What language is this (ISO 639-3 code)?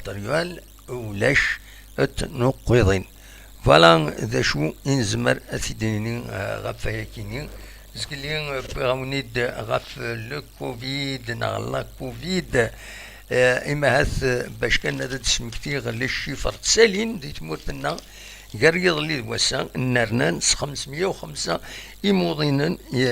kab